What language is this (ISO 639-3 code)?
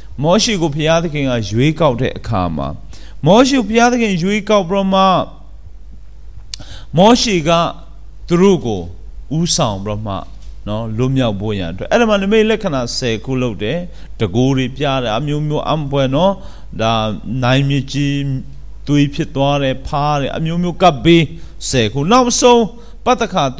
mya